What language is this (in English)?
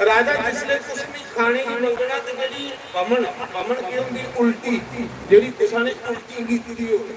Dogri